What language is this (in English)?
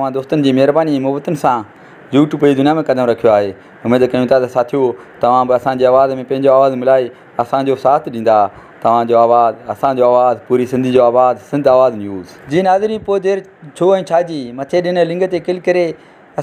Sindhi